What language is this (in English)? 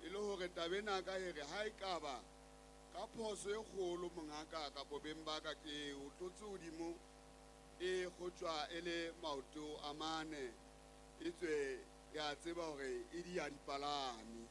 Southern Sotho